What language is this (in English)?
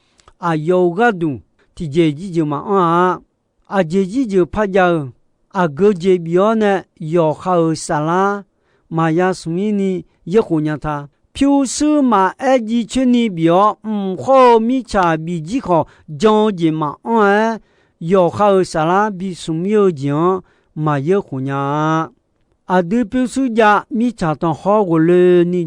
Akha